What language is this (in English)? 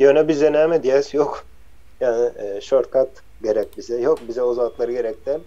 Turkmen